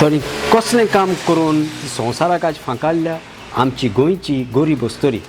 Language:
Konkani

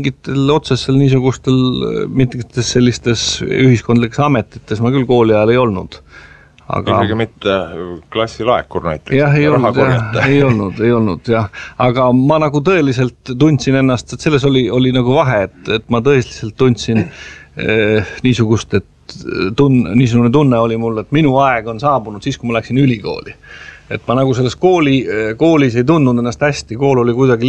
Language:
Estonian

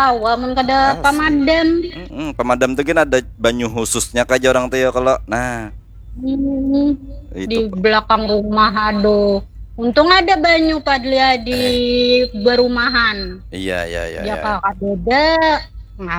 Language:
Banjar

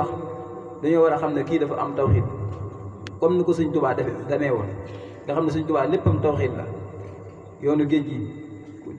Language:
Wolof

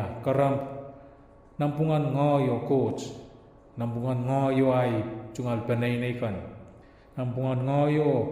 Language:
Pohnpeian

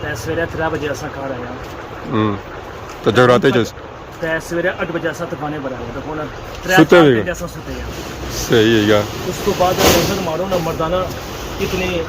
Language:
Pahari-Potwari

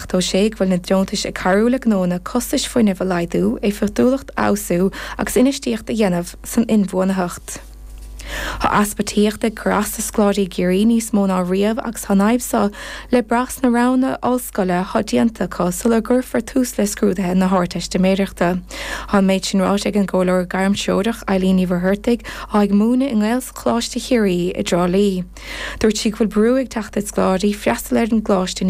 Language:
Irish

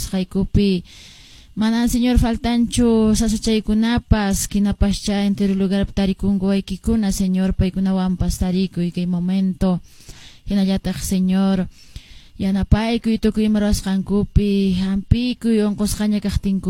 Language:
Quechua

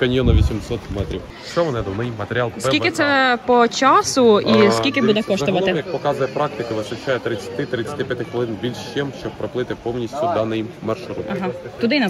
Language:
Ukrainian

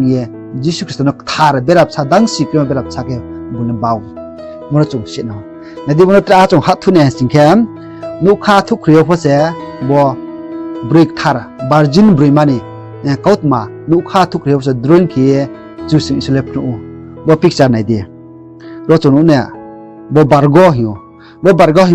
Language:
Riang (India)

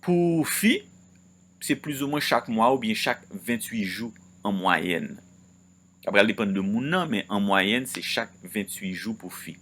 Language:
Haitian Creole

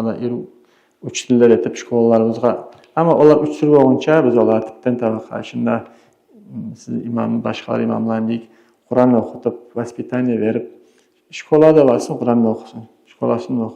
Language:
Kumyk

